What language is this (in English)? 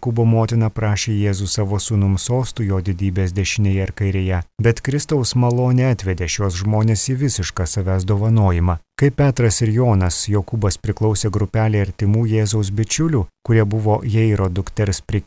Lithuanian